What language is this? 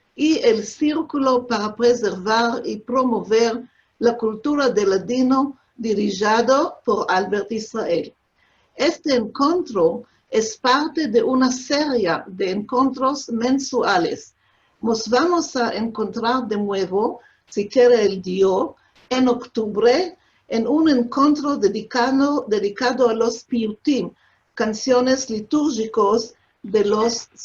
Ladino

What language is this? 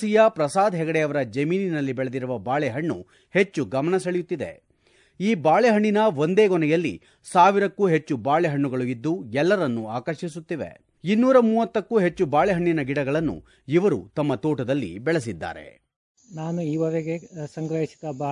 Kannada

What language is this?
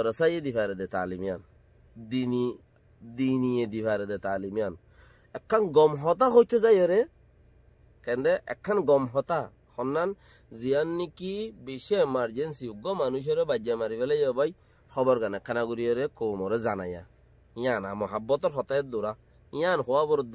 Rohingya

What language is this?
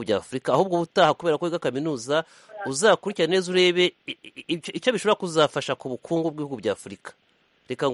Kinyarwanda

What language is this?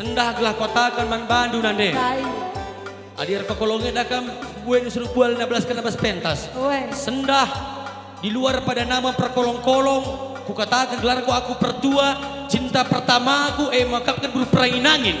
Batak Karo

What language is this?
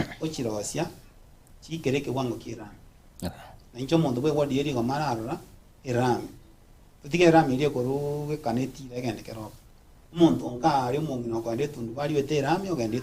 Gusii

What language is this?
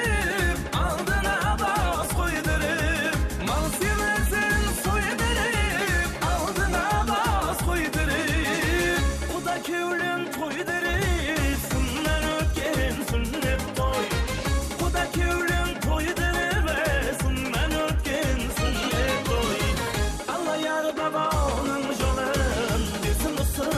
Kara-Kalpak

